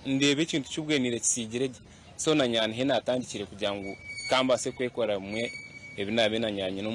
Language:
Nyankole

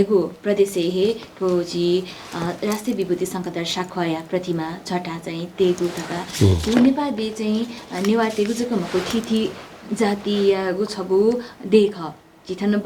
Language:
Newari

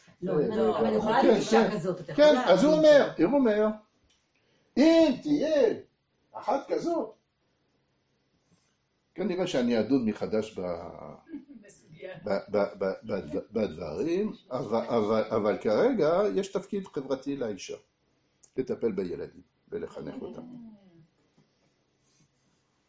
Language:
Hebrew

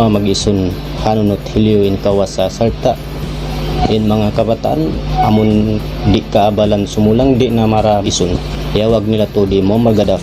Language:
Tausug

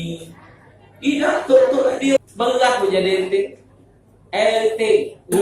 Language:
Musi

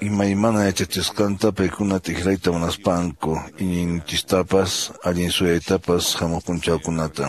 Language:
Quechua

